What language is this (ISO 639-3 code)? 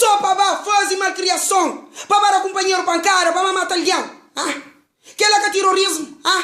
kea